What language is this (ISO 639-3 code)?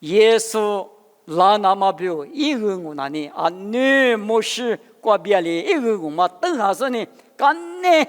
lis